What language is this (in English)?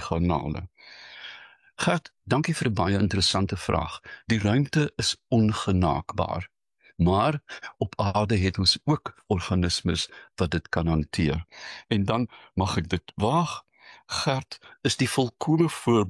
Afrikaans